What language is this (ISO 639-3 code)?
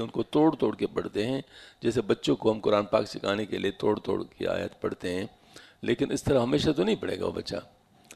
urd